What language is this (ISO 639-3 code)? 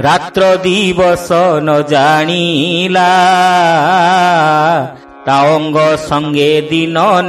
ori